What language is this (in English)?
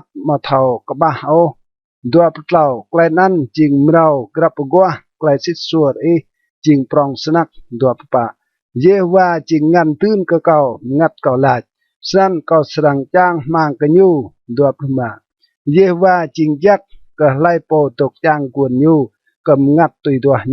Rade